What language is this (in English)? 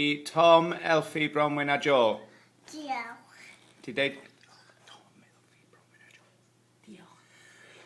Welsh